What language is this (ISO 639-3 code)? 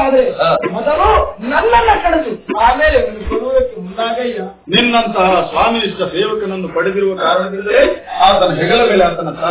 kan